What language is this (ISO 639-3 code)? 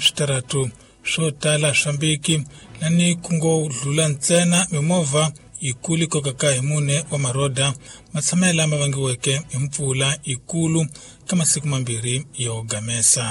tso